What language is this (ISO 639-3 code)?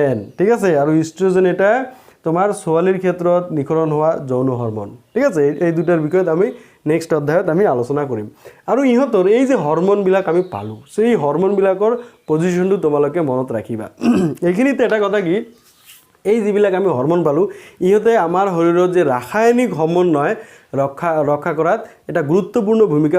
asm